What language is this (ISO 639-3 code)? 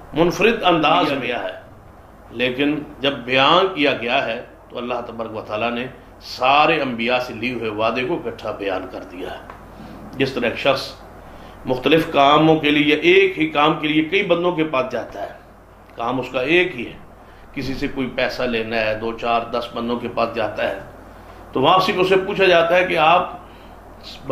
urd